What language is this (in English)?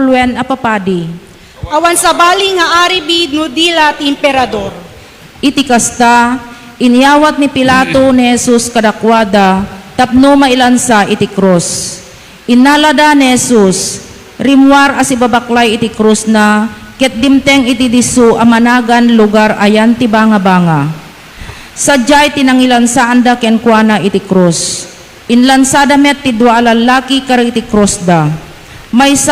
Iloko